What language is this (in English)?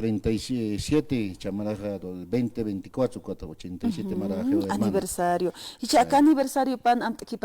Aymara